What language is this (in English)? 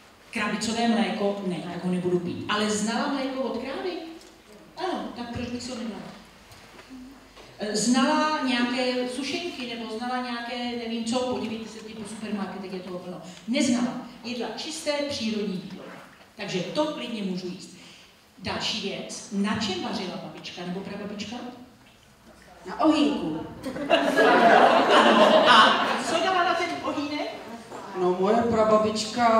Czech